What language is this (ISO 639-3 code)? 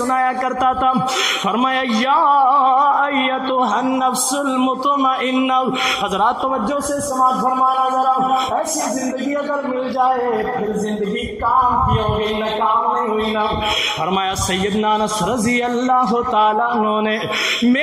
urd